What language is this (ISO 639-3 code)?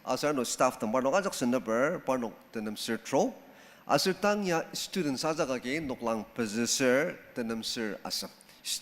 njo